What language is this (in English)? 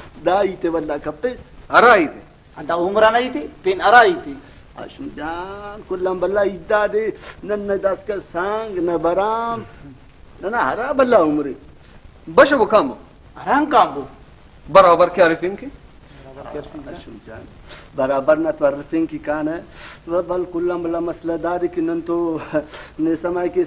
Brahui